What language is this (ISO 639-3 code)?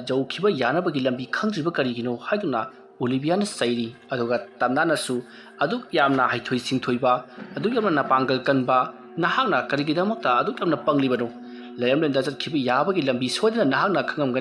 mni